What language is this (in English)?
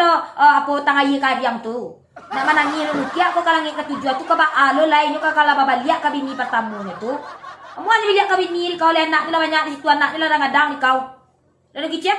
Minangkabau